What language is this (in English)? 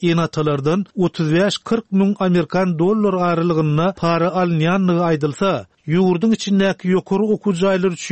Turkmen